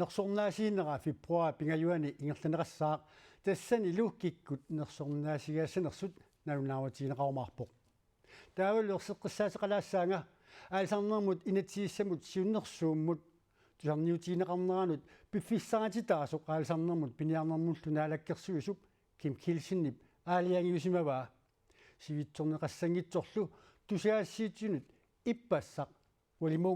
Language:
Kalaallisut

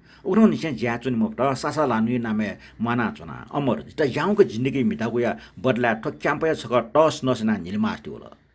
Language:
Newari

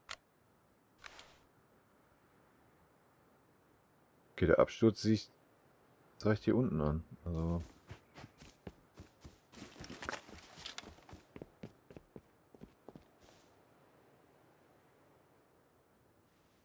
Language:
German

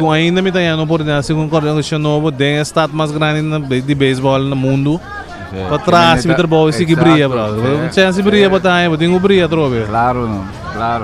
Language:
Papiamento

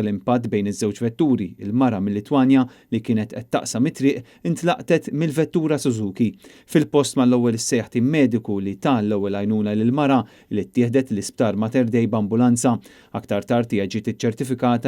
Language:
Maltese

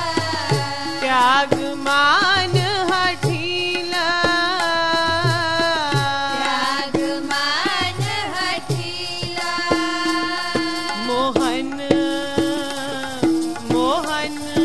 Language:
Hindi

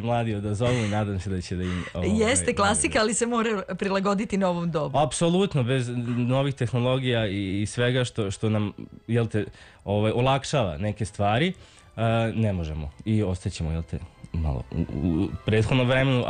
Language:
Serbian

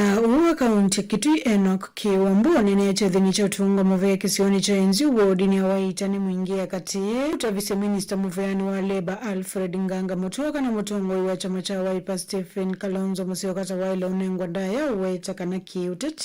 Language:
Kamba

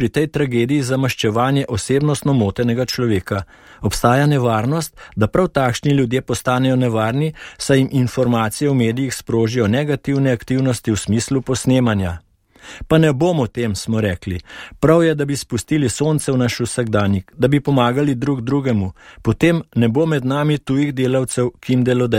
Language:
Slovenian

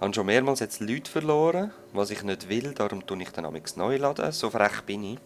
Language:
Swiss German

